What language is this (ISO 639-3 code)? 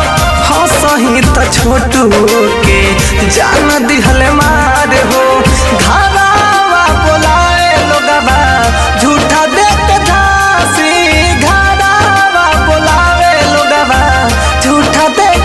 bho